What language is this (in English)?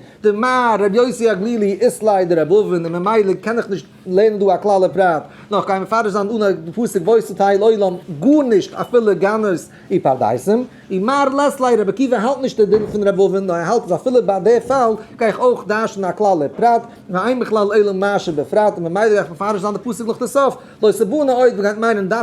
Yiddish